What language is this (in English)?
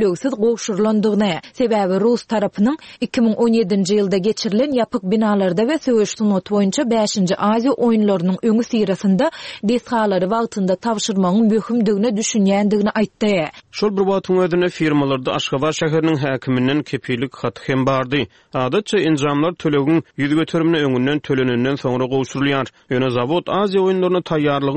Turkmen